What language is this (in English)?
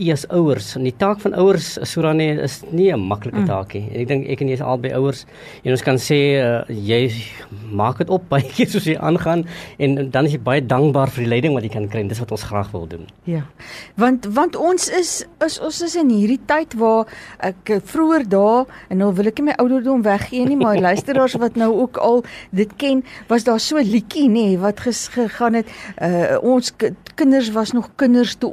Afrikaans